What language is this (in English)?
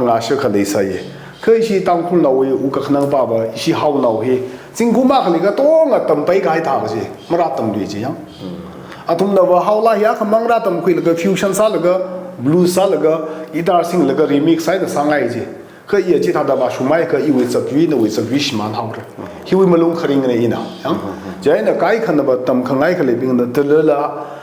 Tangkhul Naga (India)